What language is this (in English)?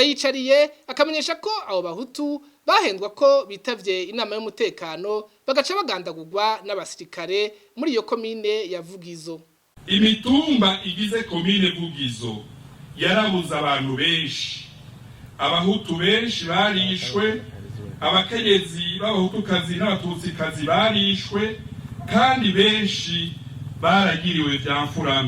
Rundi